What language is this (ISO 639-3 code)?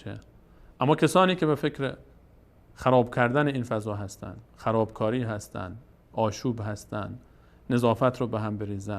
fas